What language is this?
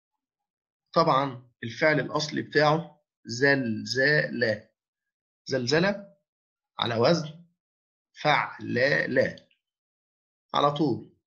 Egyptian Arabic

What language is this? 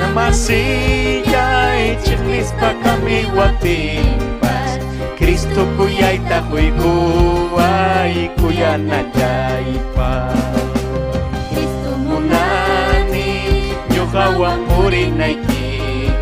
Ayacucho Quechua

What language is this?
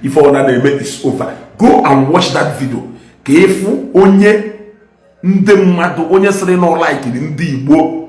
Igbo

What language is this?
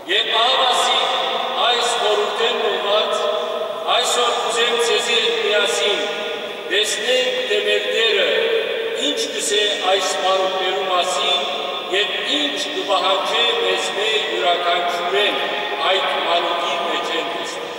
Western Armenian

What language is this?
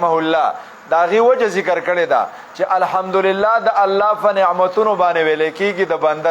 Pashto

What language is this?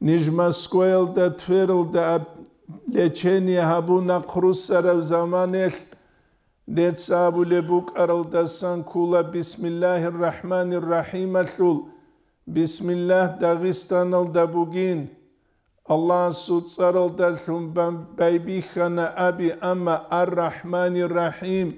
Avaric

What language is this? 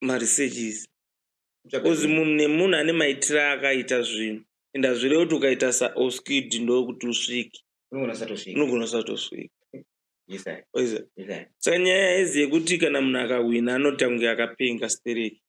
Shona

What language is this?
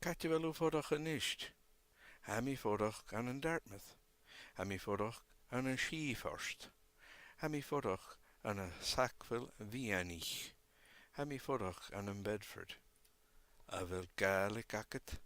Scottish Gaelic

